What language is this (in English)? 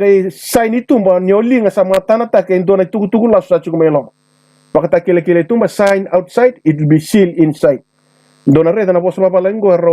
Fijian